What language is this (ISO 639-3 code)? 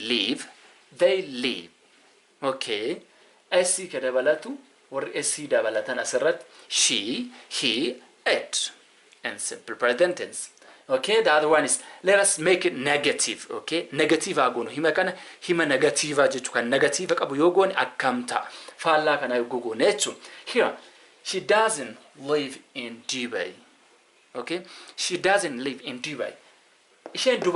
orm